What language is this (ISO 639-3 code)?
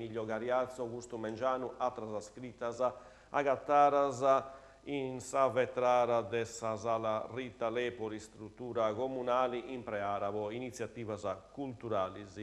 srd